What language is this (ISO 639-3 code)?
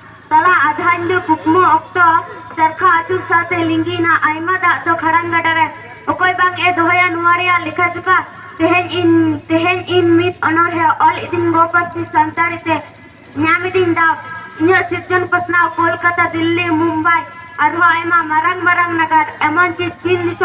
sat